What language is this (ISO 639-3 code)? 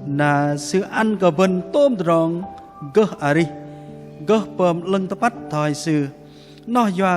bdq